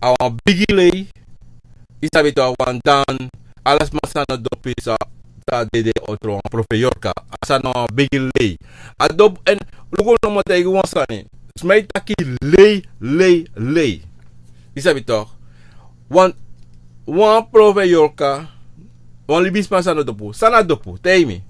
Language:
Sranan Tongo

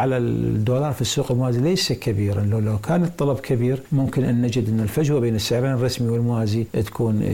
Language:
Mesopotamian Arabic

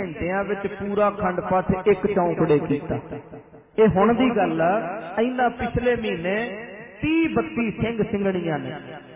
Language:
Punjabi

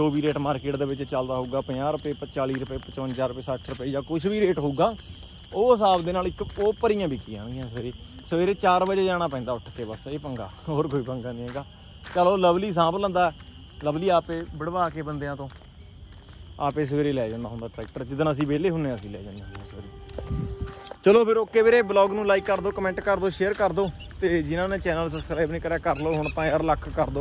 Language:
Punjabi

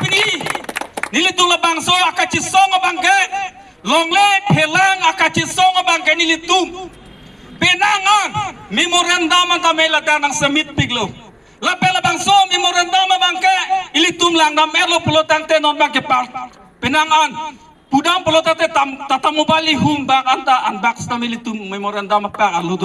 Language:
Karbi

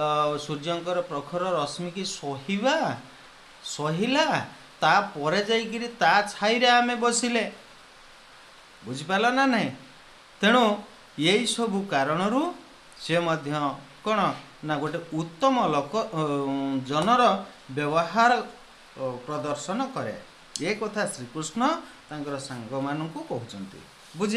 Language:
Odia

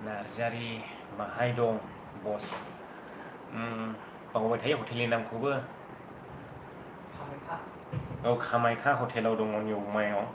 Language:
Bodo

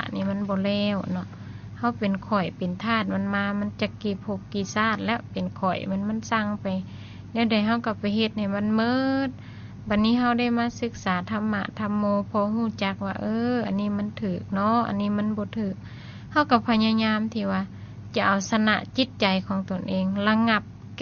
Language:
Lao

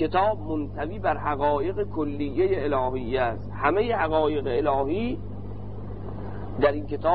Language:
Persian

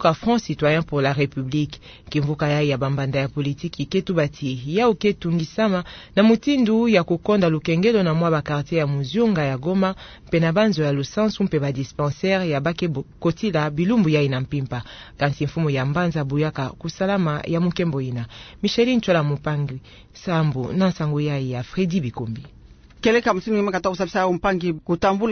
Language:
Kituba (Democratic Republic of Congo)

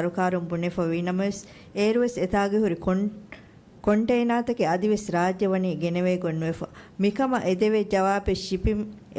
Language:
Divehi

